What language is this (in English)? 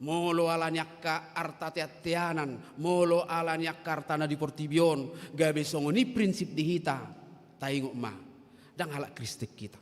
Batak Toba